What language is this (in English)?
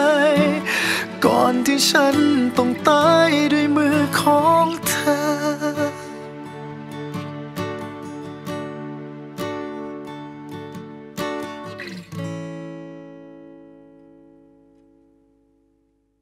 Thai